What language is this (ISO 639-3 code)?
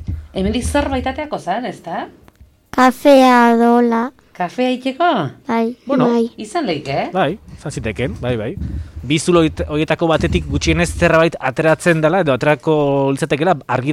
eus